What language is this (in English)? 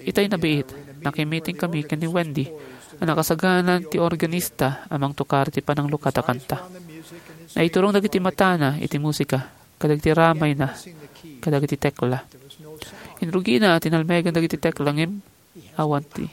Iloko